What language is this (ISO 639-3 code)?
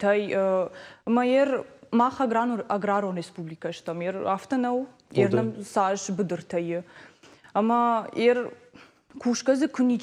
oss